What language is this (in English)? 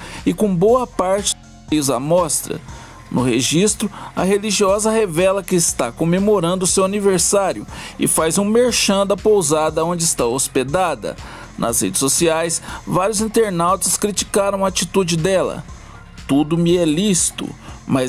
Portuguese